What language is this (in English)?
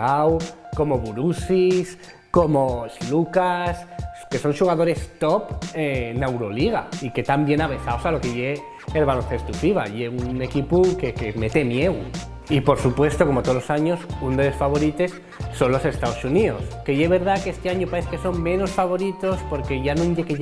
Asturian